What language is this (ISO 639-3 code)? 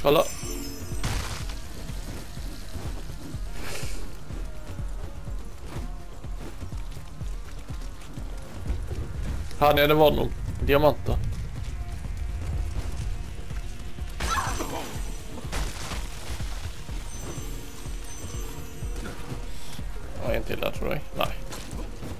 nor